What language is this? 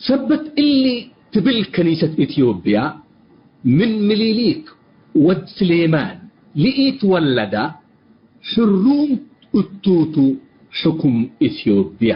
Tigre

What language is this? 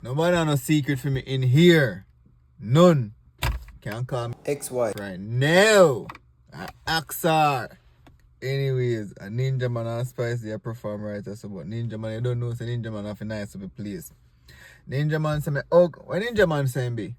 Jamaican Creole English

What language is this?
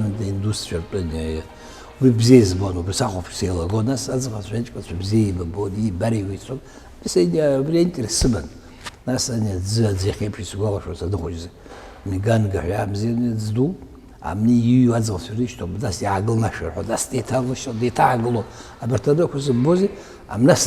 Abkhazian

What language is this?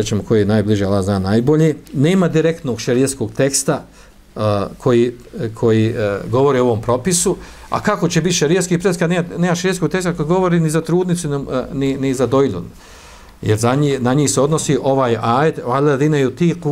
Bosnian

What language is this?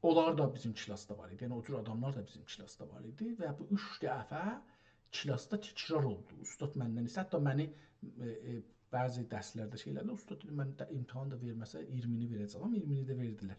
South Azerbaijani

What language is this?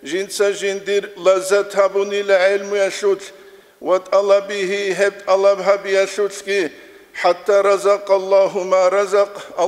Avaric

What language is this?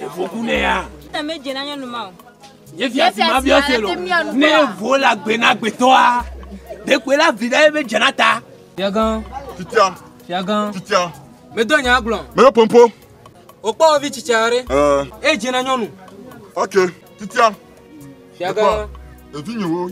Ewe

